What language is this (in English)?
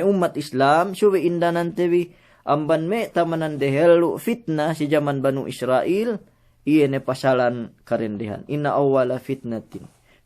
Yakan